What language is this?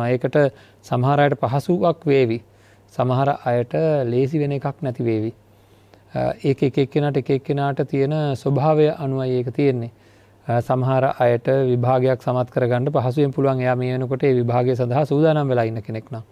Sinhala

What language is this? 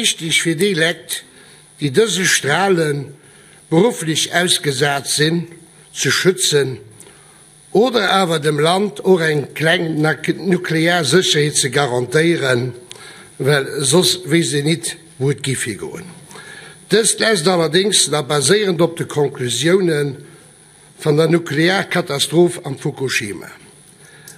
Luxembourgish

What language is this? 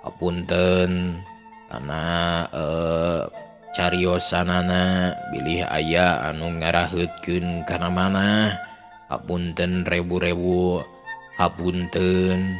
Sundanese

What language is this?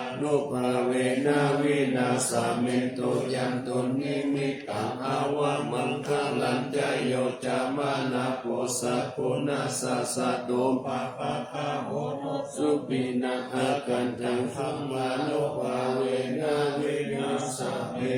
Pali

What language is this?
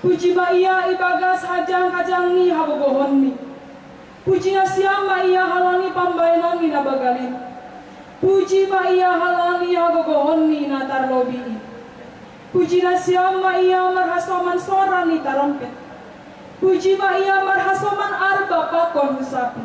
Batak Simalungun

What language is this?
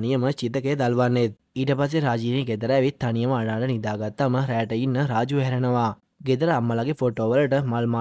Sinhala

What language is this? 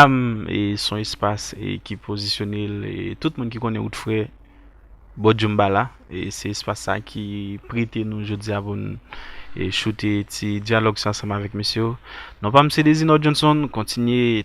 Haitian Creole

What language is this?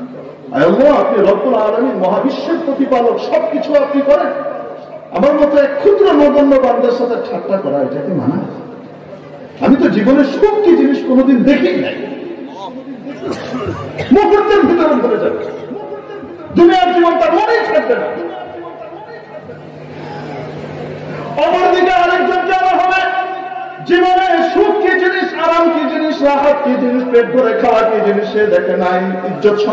Bangla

